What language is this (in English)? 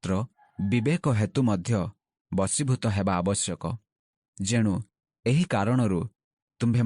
Odia